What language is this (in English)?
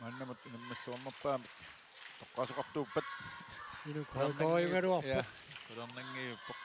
Kalaallisut